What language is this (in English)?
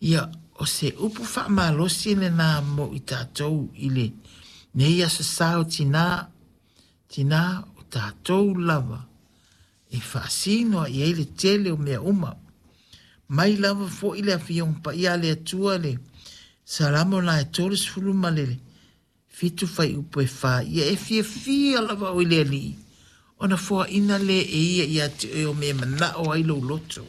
Samoan